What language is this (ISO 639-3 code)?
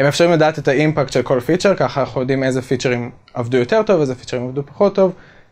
heb